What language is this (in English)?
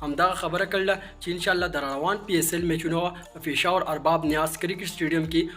Pashto